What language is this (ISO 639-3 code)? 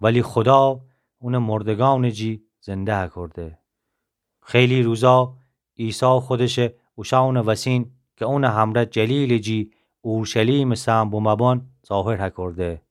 glk